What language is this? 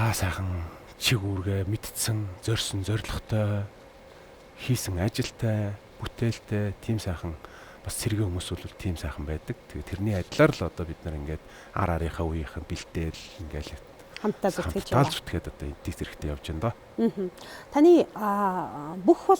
Mongolian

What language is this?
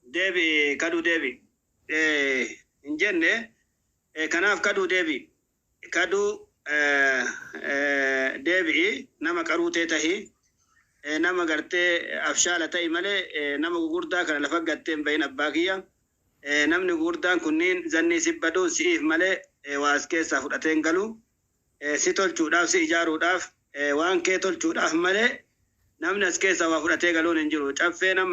Oromo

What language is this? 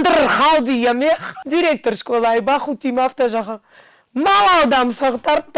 Ossetic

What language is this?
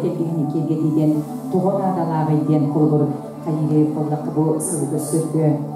Yakut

